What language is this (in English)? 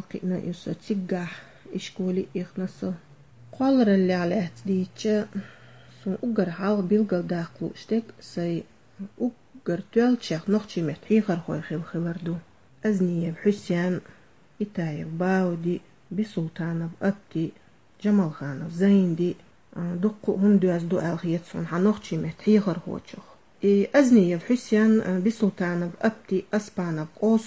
Chechen